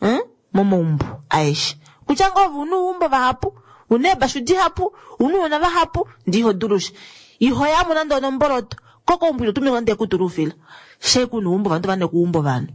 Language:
Kuanyama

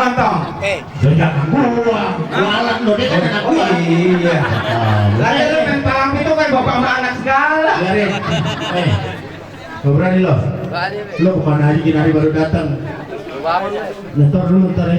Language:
Betawi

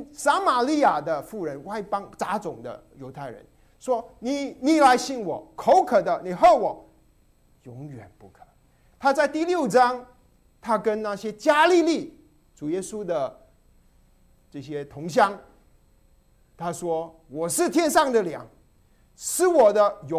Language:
Chinese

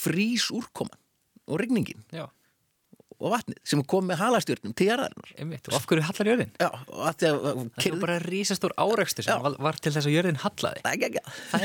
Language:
Icelandic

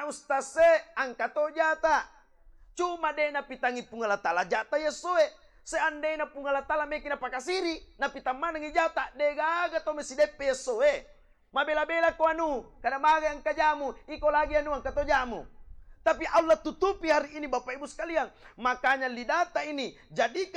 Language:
Buginese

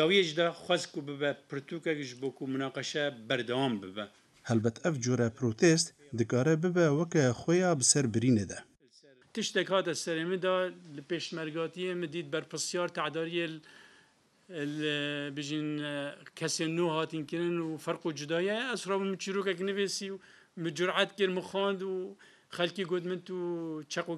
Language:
Kurdish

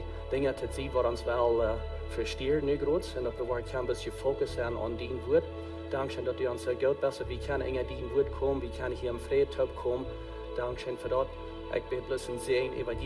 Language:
Plautdietsch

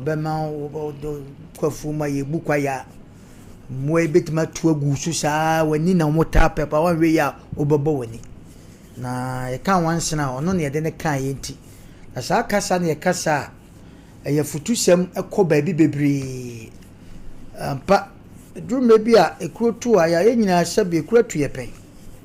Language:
Akan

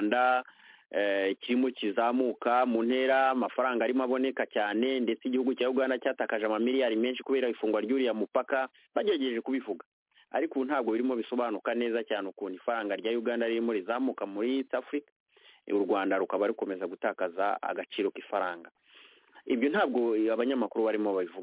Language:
Kinyarwanda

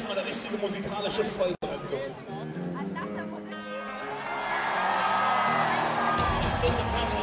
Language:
German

